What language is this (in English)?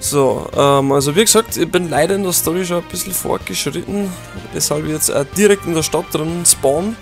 Bavarian